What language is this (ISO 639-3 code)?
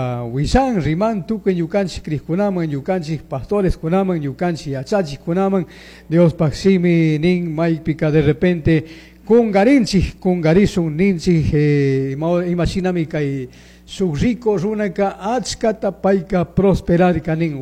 qug